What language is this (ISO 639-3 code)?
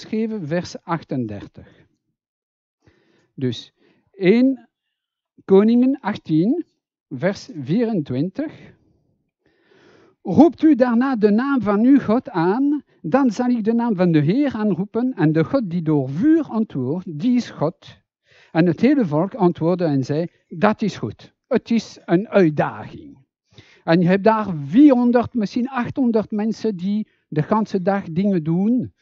nld